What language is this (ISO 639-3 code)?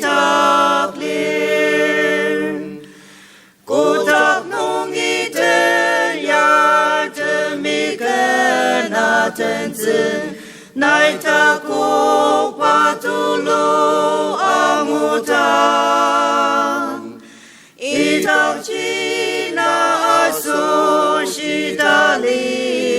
njo